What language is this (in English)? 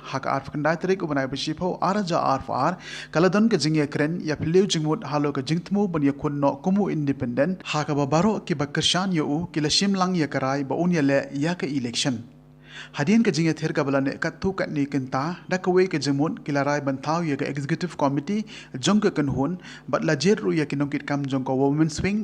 Khasi